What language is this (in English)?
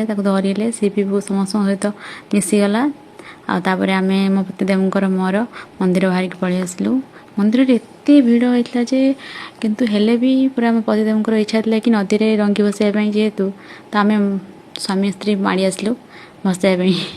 Odia